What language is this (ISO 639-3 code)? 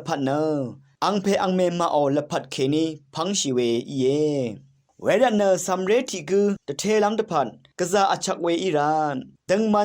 raw